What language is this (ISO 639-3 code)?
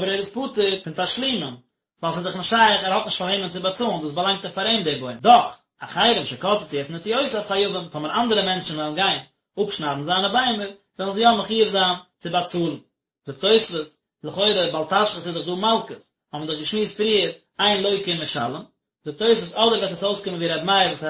yid